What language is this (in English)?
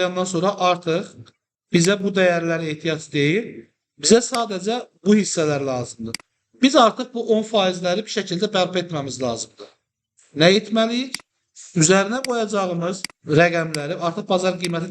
Azerbaijani